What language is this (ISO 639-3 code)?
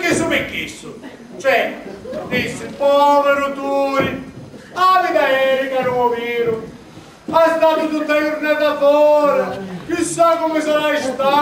scn